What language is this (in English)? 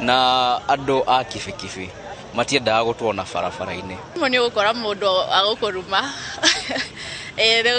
Kikuyu